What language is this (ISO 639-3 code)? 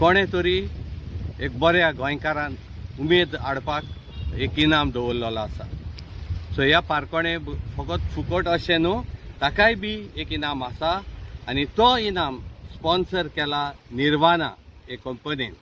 kok